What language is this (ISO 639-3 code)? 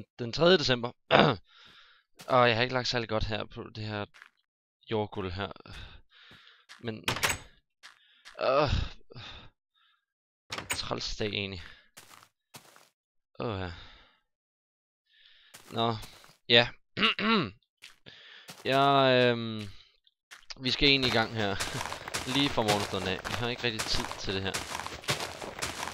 dan